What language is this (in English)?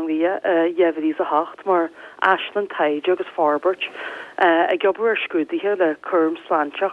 Irish